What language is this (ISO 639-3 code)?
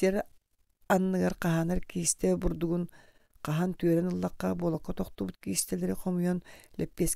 sah